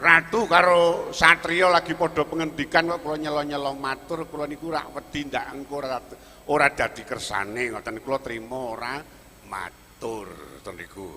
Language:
Javanese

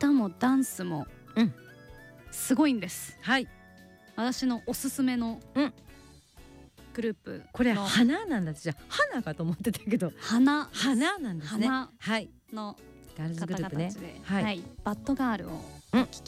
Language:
Japanese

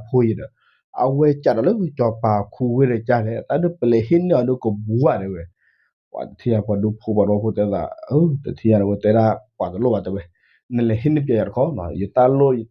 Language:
S'gaw Karen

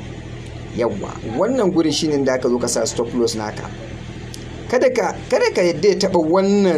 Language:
Hausa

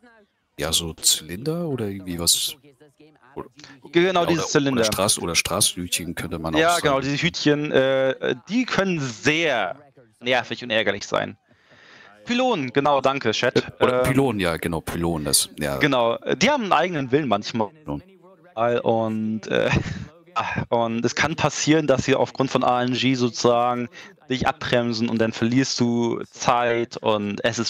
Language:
German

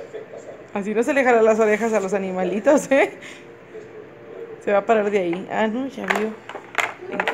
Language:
Spanish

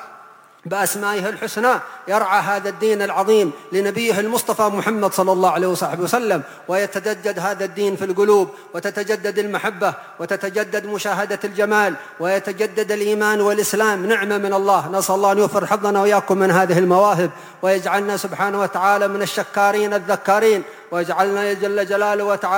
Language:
Arabic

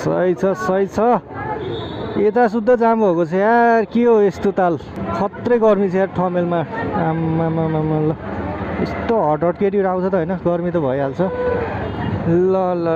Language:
Nepali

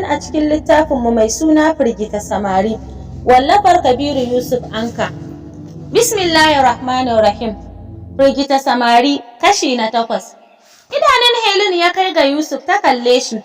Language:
Hausa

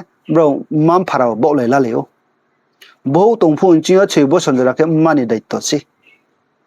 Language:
Riang (India)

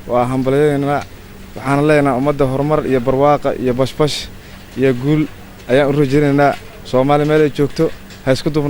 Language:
Somali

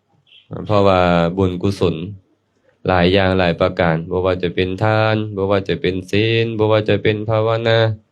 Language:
Lao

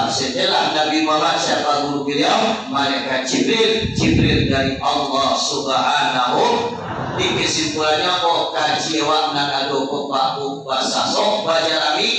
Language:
Minangkabau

